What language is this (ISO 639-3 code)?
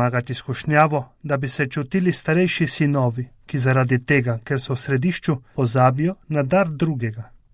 slv